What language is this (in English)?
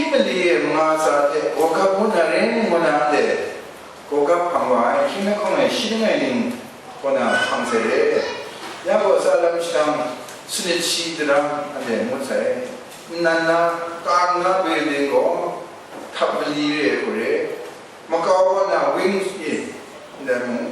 Kachin